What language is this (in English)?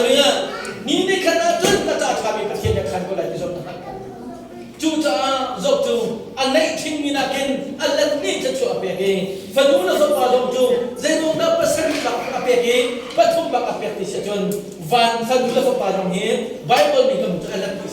Hakha Chin